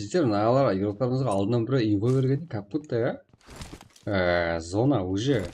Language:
Kara-Kalpak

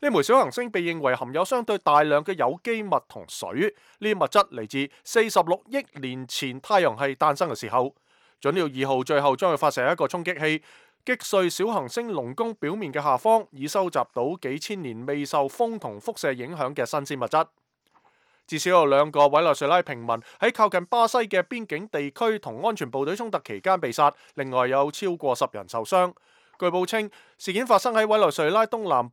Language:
Cantonese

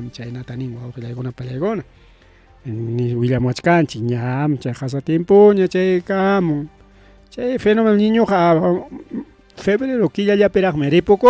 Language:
Ayacucho Quechua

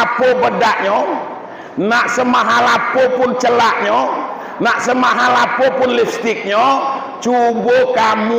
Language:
Minangkabau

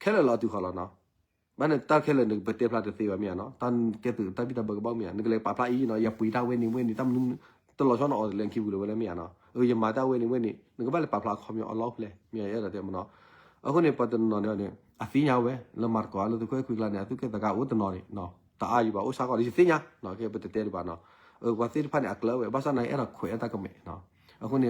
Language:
S'gaw Karen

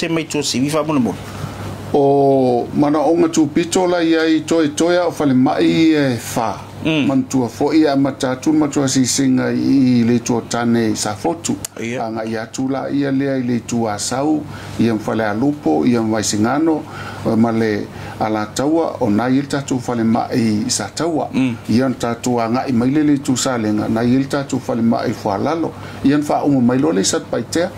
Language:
Samoan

